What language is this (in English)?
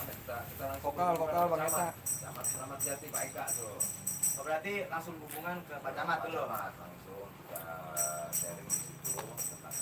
Betawi